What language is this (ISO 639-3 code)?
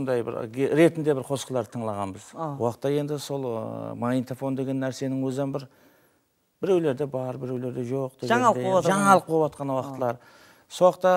kaa